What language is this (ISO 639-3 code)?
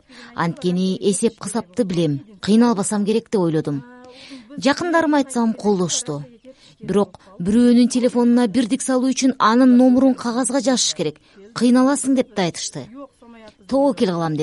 kir